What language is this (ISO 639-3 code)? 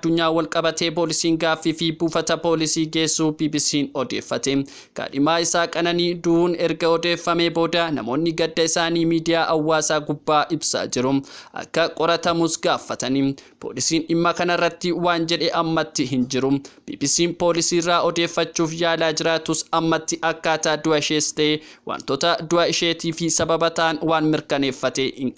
orm